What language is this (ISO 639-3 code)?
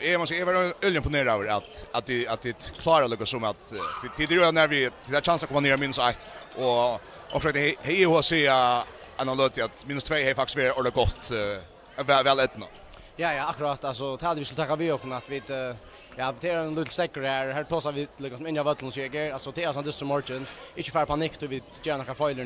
fao